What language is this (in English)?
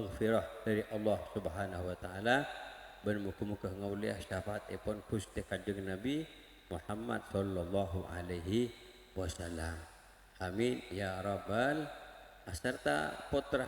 Madurese